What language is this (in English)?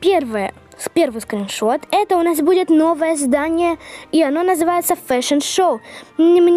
Russian